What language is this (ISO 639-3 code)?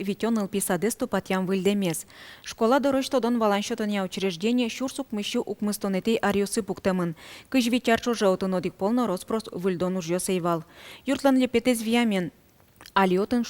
udm